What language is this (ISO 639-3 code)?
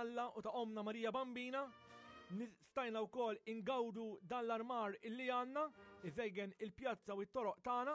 mlt